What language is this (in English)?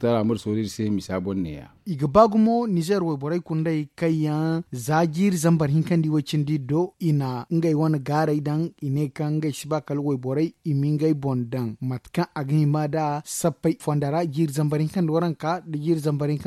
Zarma